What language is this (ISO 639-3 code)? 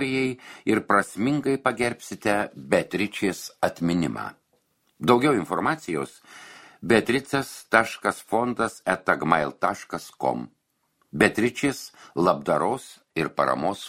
lit